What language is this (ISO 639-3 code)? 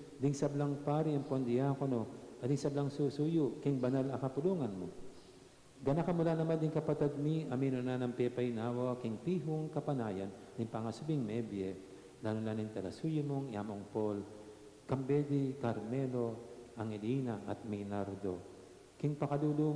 pam